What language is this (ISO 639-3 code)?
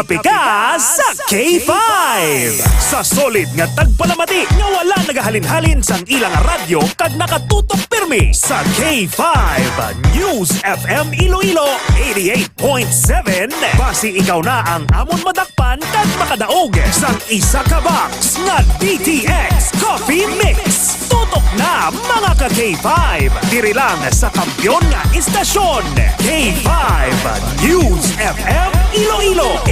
hil